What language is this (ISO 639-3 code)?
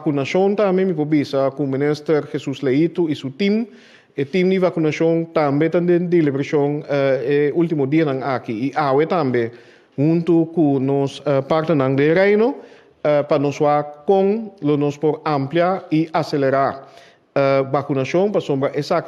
pap